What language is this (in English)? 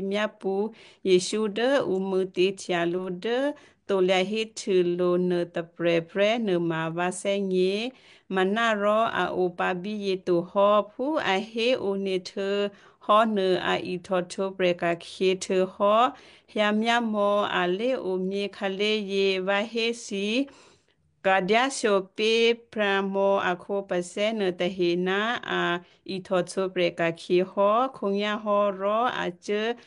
Western Kayah